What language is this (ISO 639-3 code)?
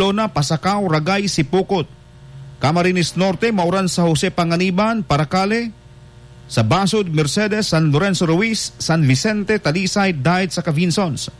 bik